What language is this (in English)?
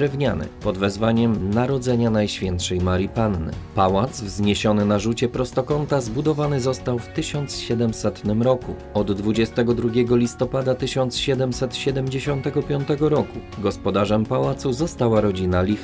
Polish